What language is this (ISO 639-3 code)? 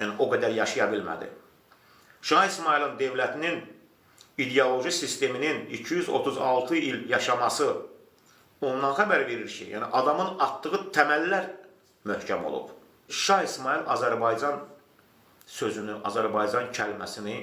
aze